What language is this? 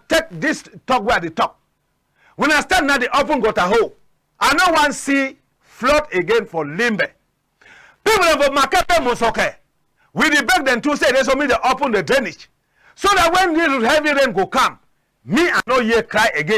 Cameroon Pidgin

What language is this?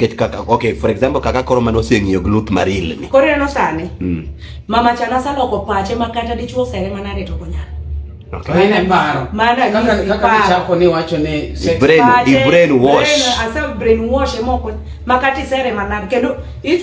Luo (Kenya and Tanzania)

